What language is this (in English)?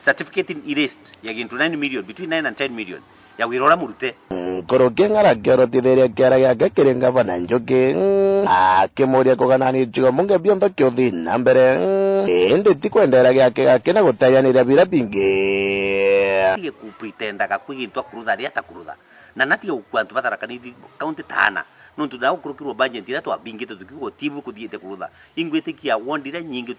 Meru